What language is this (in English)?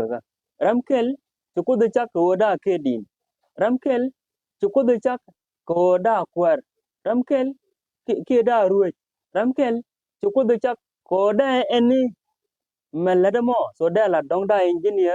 Nuer